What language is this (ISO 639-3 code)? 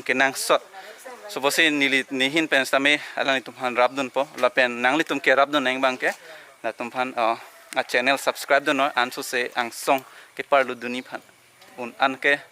mjw